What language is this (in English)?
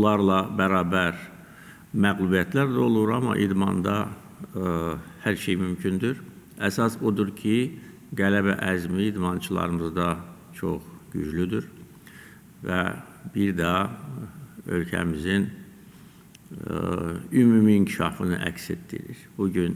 Azerbaijani